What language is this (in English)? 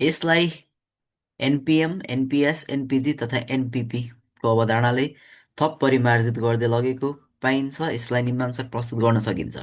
Nepali